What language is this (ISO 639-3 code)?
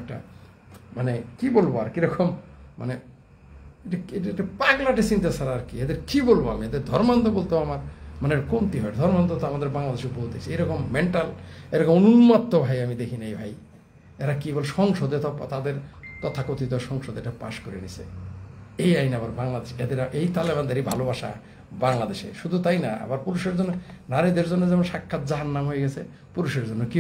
ben